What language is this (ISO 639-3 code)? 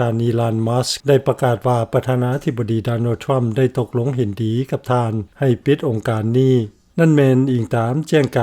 lao